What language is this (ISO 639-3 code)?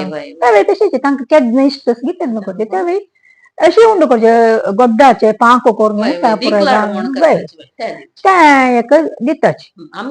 kok